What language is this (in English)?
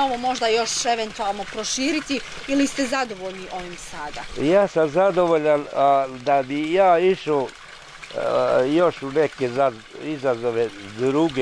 Bosnian